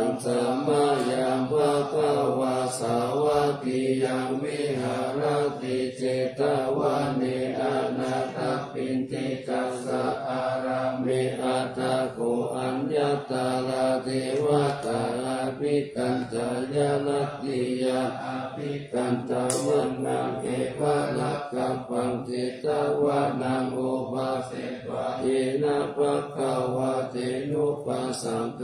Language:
Pali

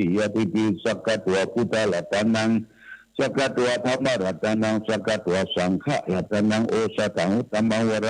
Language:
Pali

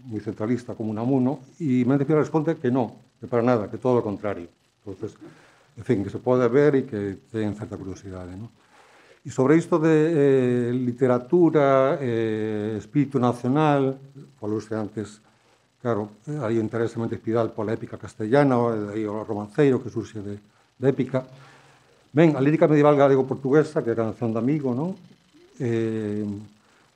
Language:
Galician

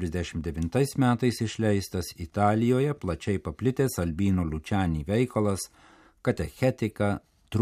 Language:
Lithuanian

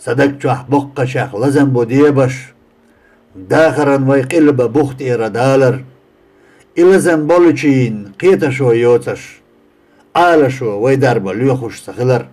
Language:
Chechen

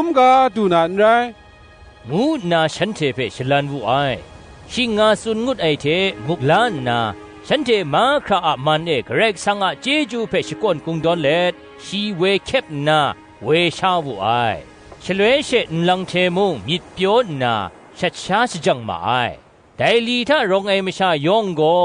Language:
Kachin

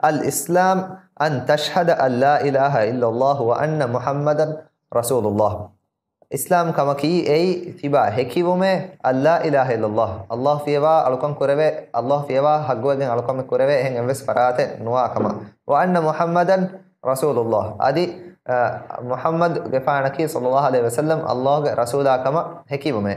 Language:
Divehi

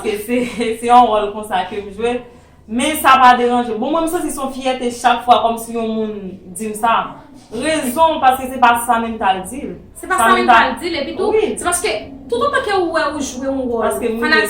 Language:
Haitian Creole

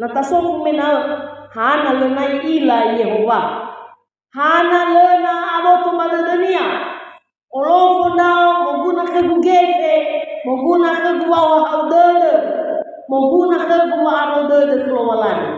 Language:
Nias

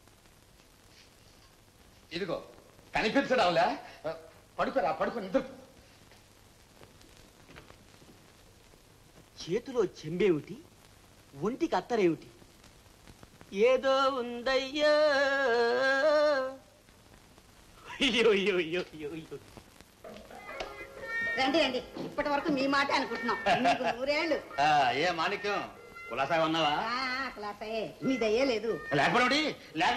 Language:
Telugu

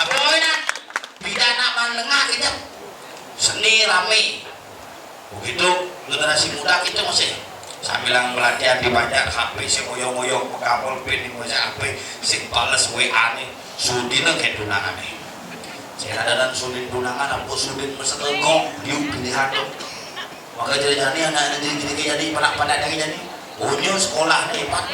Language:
Balinese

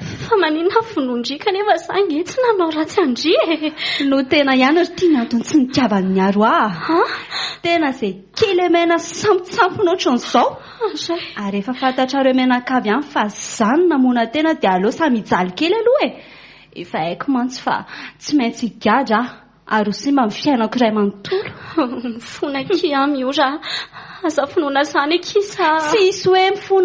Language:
Malagasy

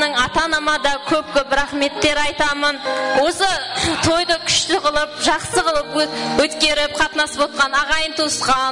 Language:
Kara-Kalpak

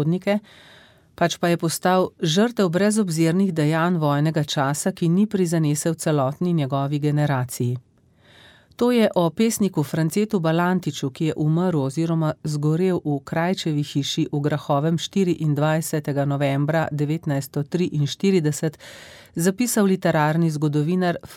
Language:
Slovenian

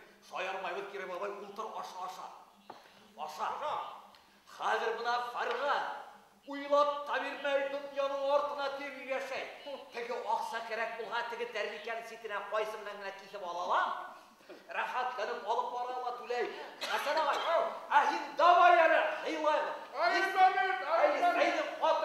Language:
Bashkir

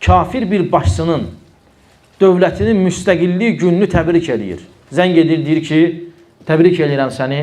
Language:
Azerbaijani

